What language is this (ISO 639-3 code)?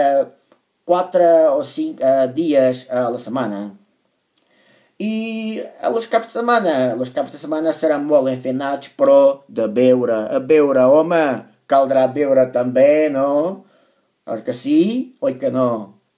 cat